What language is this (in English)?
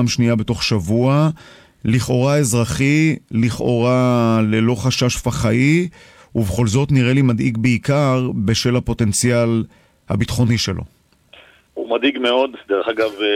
Hebrew